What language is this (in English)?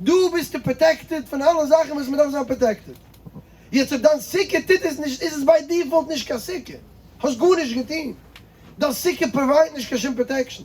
Yiddish